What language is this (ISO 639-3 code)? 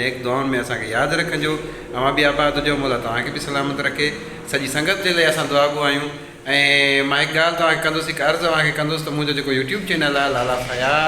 snd